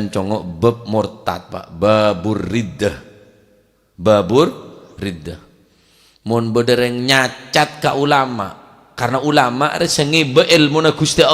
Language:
Madurese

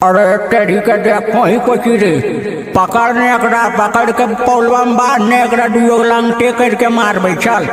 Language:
Magahi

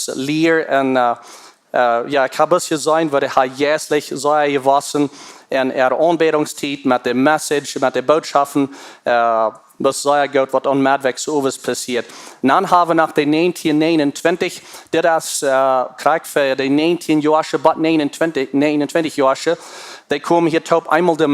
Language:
Plautdietsch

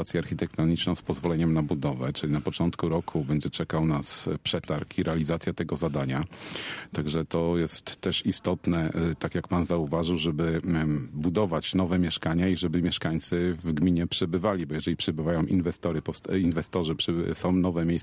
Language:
Polish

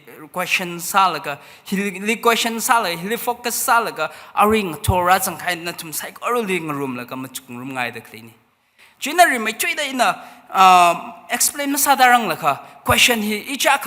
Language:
Tangkhul Naga (India)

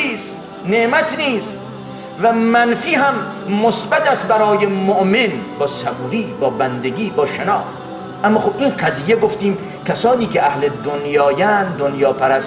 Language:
Persian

